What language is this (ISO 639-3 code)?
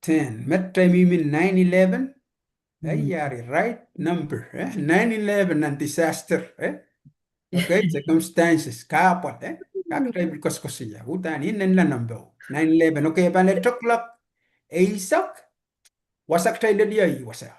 pon